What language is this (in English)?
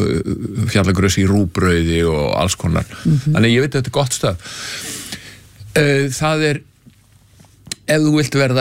Icelandic